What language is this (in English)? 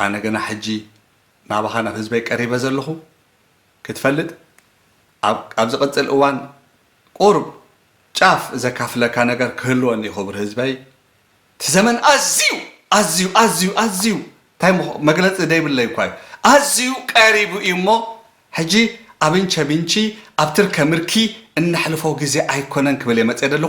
Tigrinya